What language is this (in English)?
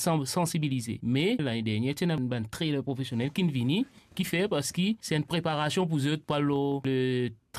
Morisyen